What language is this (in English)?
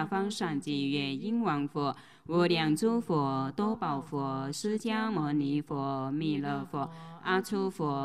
Chinese